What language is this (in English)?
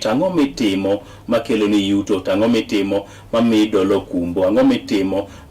Luo (Kenya and Tanzania)